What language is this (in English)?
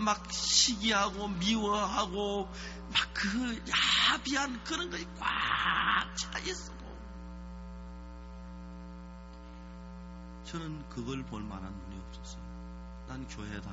Korean